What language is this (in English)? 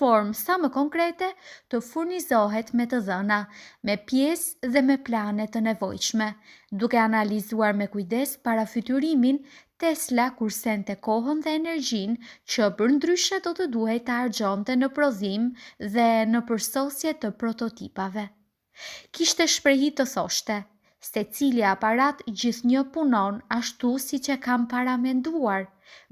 Albanian